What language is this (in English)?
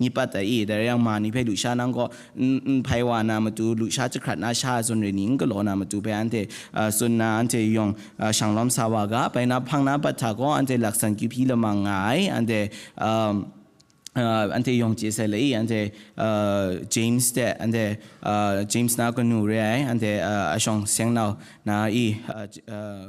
Kachin